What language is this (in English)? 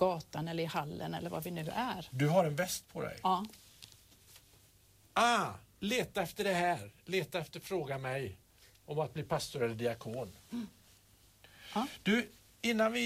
Swedish